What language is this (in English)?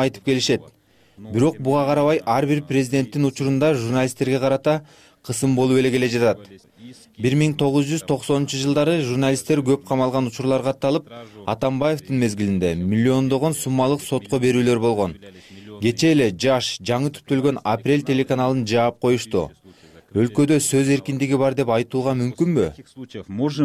Kyrgyz